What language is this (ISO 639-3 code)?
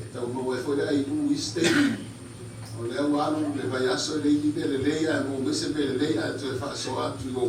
smo